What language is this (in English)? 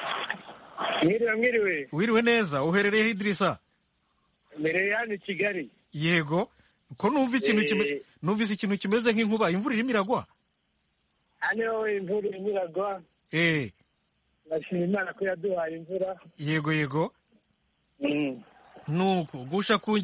Kinyarwanda